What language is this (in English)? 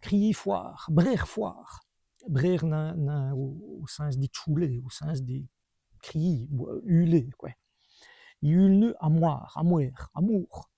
Walloon